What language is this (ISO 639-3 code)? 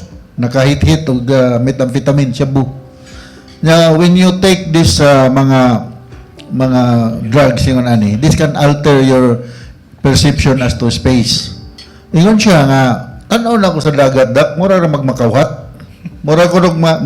ceb